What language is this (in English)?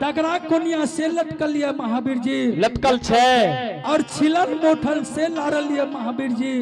Angika